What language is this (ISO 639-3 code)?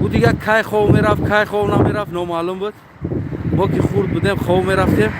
tgk